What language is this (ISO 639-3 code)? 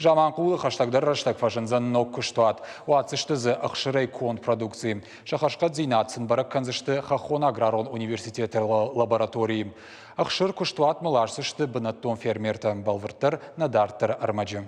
oss